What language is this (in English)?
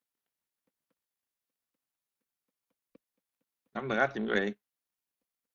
Vietnamese